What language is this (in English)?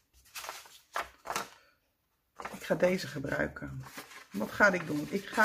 Dutch